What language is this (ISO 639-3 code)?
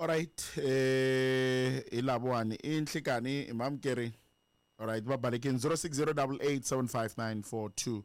tso